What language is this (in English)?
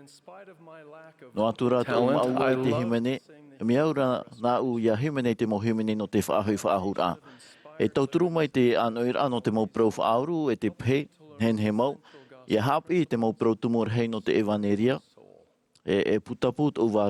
Tahitian